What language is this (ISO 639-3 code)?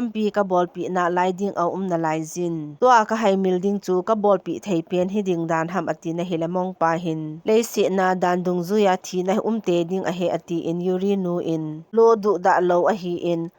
tcz